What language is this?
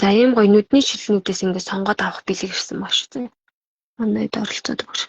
Mongolian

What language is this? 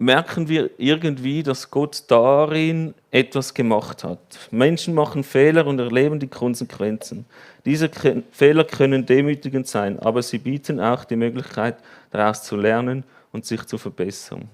Swiss German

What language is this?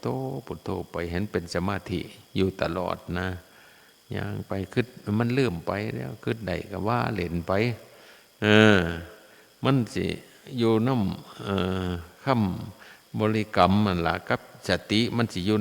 Northeastern Thai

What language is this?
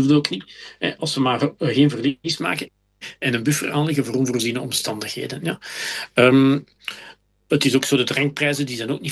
Dutch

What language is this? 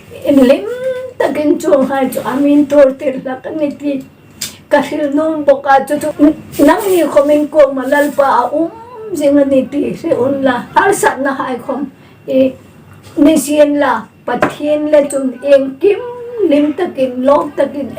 Hmar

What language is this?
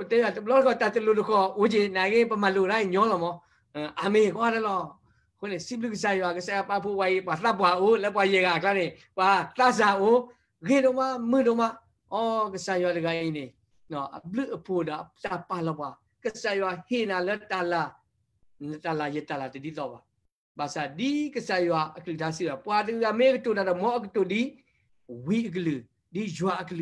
S'gaw Karen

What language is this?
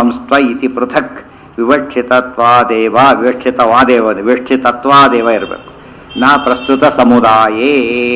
Kannada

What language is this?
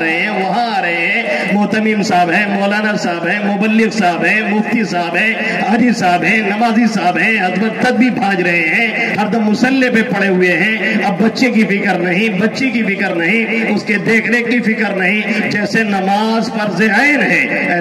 Urdu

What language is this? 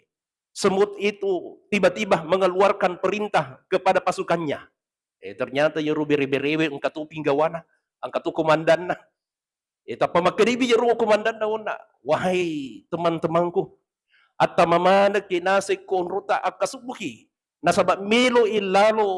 Buginese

